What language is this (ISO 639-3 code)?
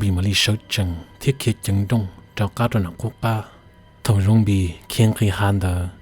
hmn